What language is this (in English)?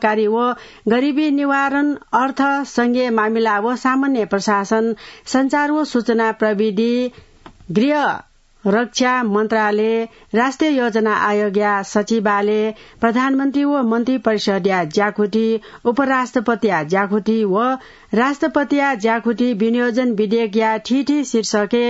Newari